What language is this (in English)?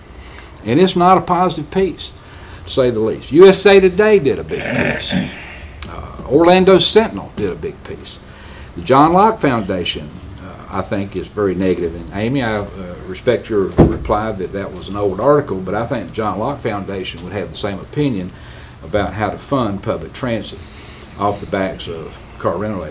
English